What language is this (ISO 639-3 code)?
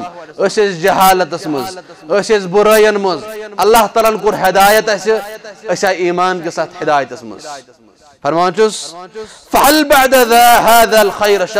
kas